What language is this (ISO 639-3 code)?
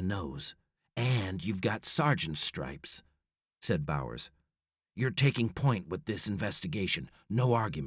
eng